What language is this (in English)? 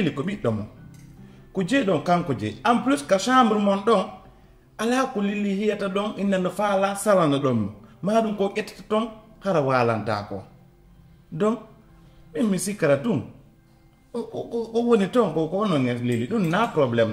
Fula